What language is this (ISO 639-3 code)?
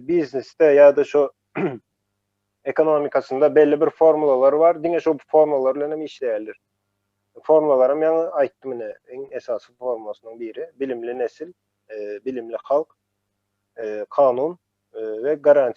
tuk